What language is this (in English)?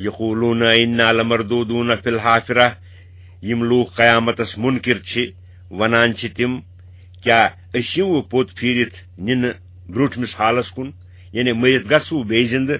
Kashmiri